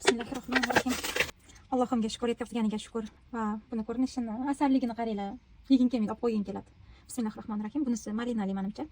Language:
Uzbek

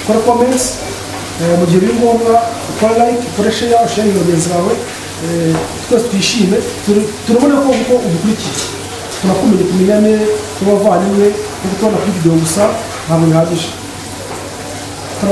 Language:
Kinyarwanda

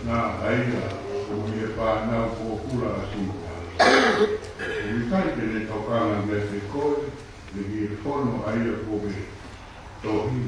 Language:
Tongan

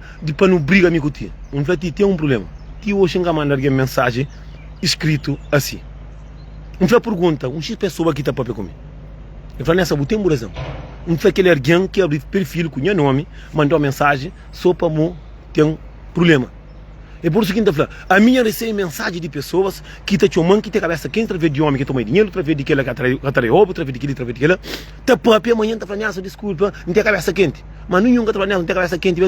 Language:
Kabuverdianu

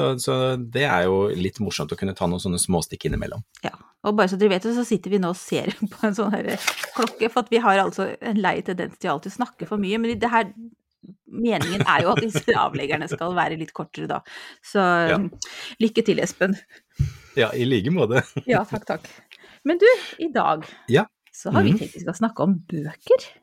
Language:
Norwegian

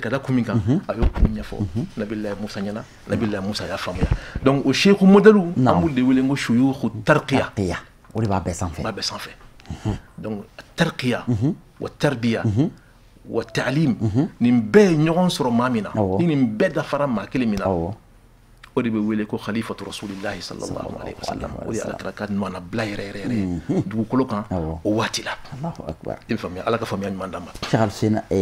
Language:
Bambara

